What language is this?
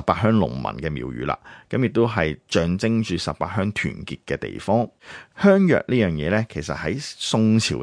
Cantonese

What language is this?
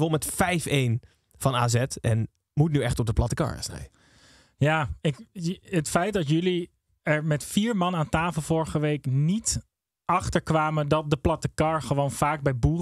Dutch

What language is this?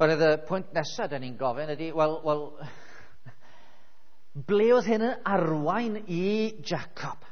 Welsh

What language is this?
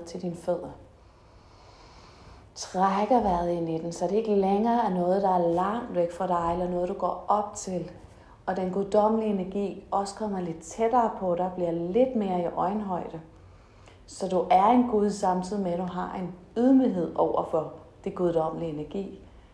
Danish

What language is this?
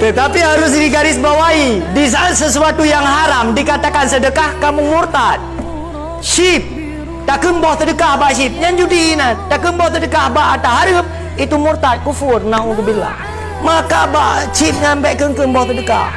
Achinese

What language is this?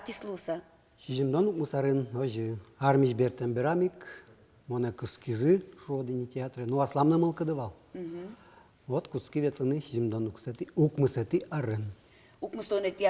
Udmurt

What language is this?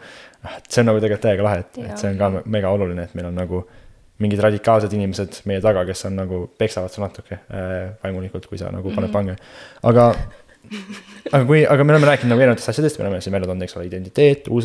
Estonian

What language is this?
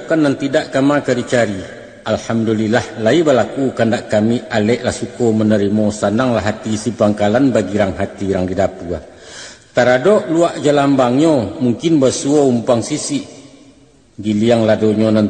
Minangkabau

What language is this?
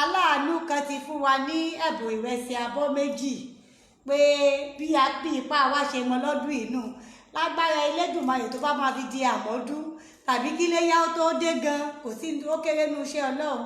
Yoruba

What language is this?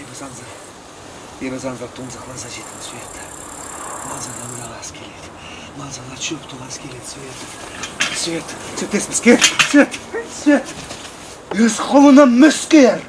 Chuvash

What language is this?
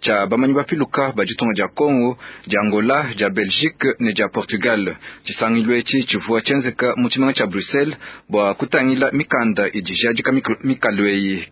Luba-Lulua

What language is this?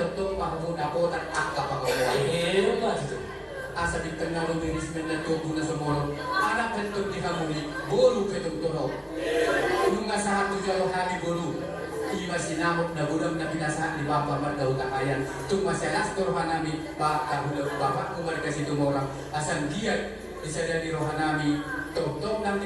Batak Toba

